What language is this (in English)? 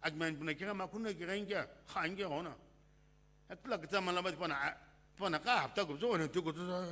Sumi Naga